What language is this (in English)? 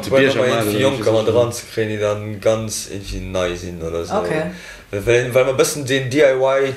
Luxembourgish